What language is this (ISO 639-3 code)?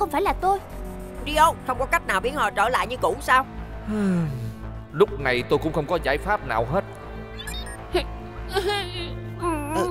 vie